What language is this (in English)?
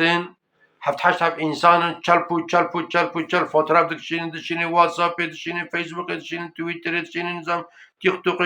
Kurdish